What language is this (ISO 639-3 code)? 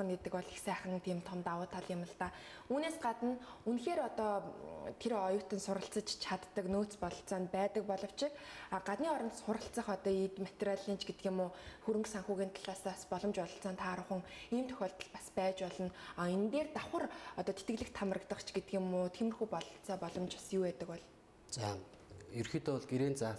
mon